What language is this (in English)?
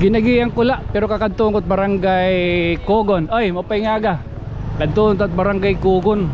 Waray